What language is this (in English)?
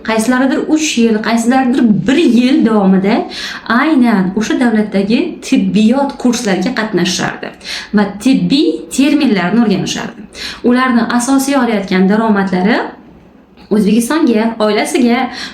Uzbek